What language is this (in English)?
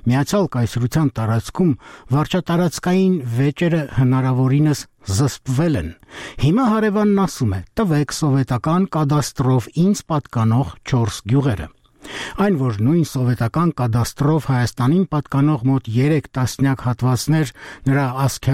Armenian